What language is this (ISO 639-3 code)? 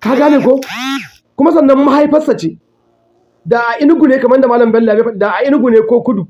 hau